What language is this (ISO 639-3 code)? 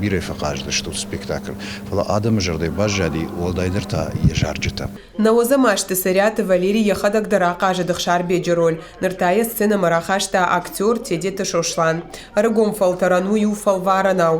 oss